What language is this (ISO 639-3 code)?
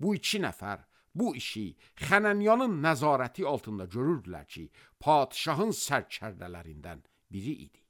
aze